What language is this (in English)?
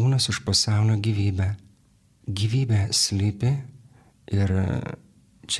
Lithuanian